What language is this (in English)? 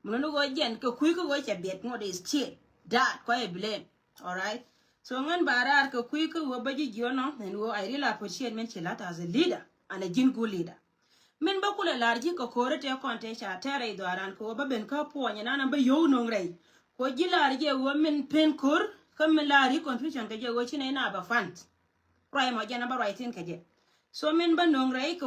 Nuer